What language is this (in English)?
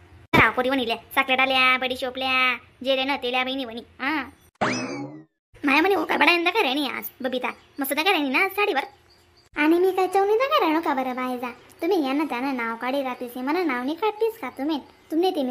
Khandesi